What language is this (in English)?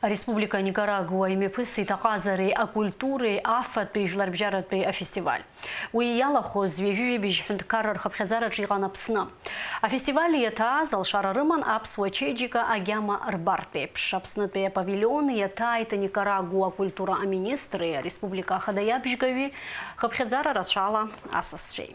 Abkhazian